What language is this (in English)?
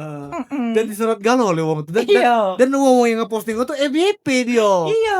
Musi